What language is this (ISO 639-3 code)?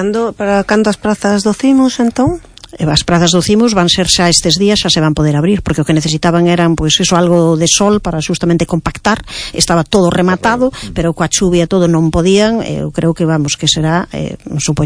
glg